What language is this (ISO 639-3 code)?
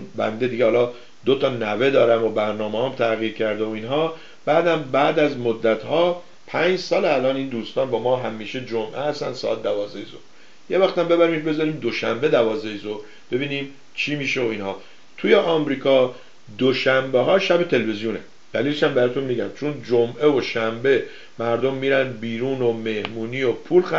fas